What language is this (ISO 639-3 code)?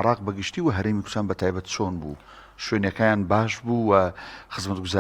ckb